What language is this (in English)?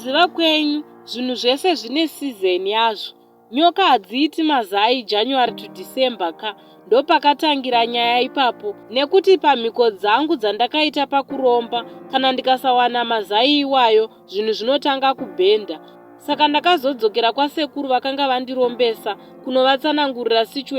Shona